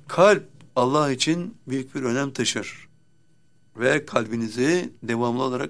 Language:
Turkish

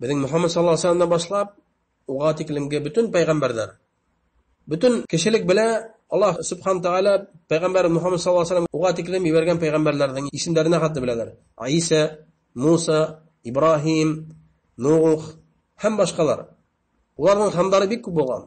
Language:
Bashkir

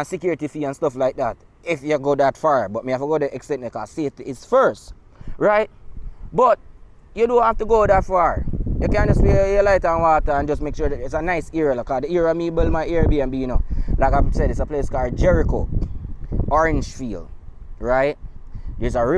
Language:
Jamaican Creole English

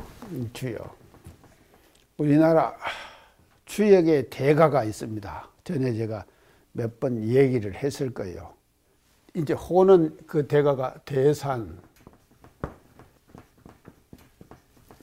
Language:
Korean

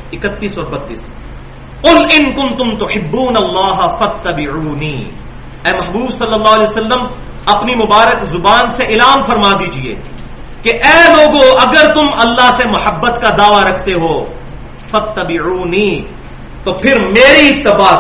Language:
Urdu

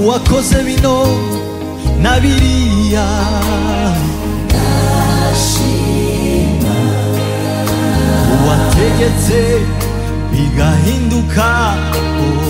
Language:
Kinyarwanda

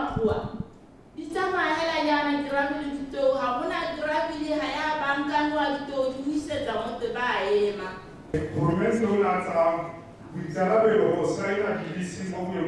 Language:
Tswana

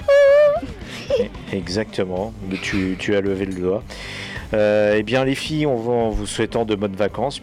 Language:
French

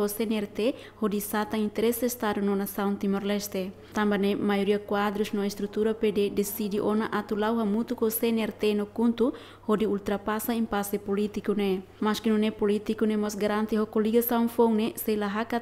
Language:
Tetum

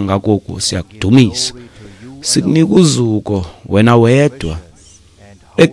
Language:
Xhosa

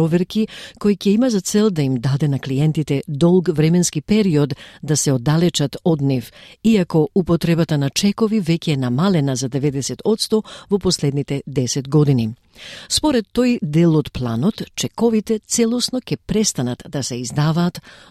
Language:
Macedonian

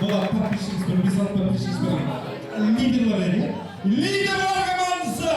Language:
Kara-Kalpak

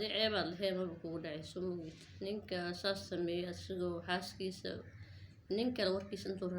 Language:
Somali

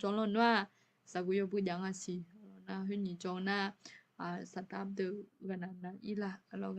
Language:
Akha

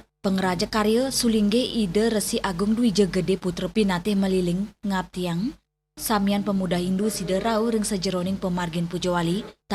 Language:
Balinese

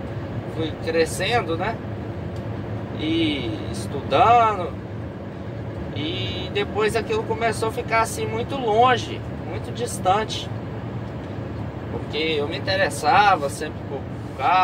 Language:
Portuguese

